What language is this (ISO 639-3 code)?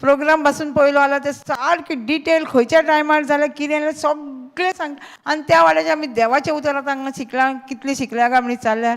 kok